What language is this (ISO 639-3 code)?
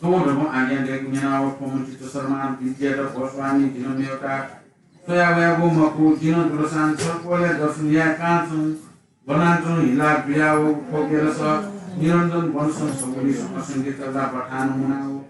new